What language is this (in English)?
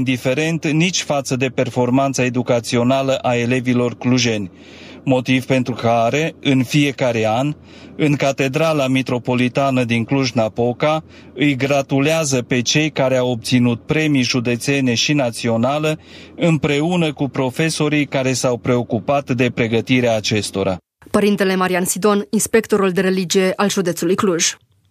Romanian